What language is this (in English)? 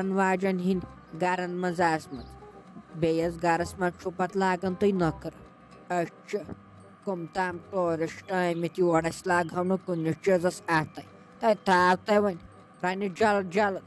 Kashmiri